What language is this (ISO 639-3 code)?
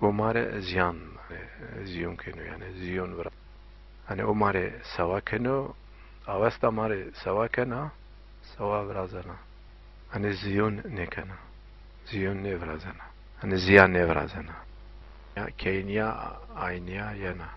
zza